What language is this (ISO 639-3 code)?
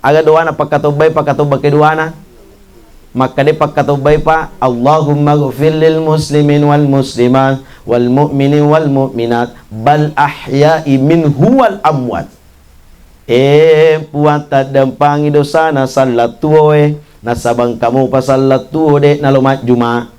bug